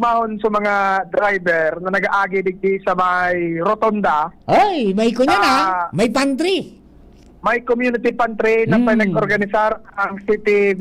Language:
Bikol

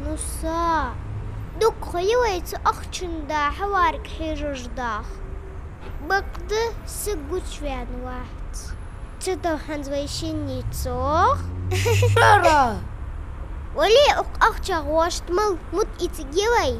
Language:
Ingush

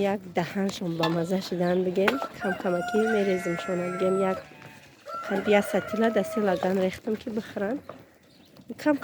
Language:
Tajik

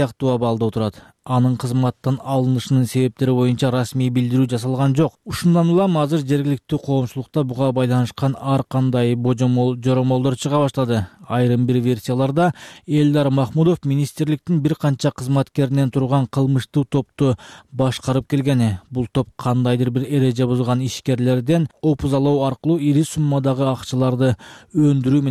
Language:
Kyrgyz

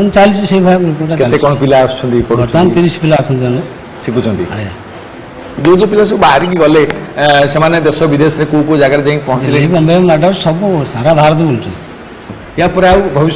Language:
Odia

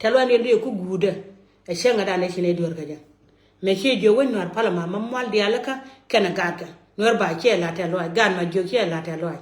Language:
Nuer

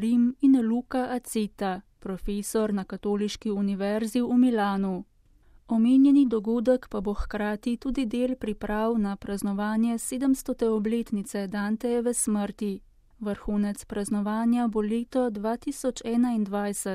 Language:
Slovenian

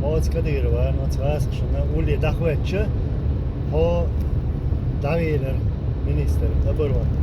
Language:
Chechen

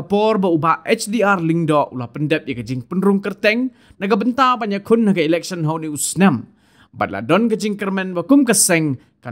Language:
Khasi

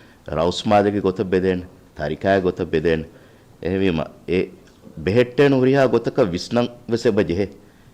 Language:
Divehi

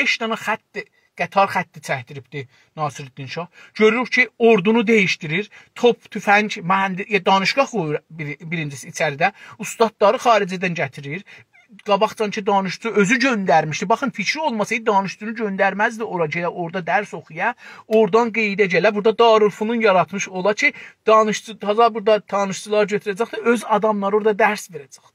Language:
South Azerbaijani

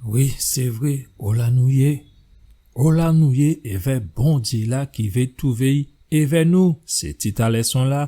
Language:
Guadeloupean Creole French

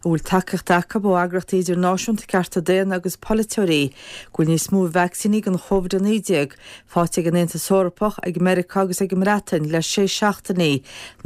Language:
Irish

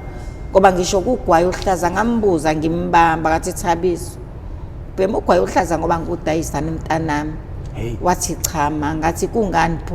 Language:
Zulu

